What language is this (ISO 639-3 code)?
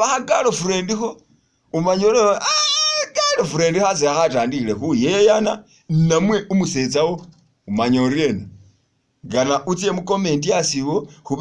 myx